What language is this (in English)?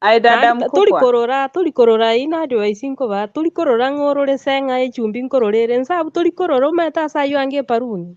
Gusii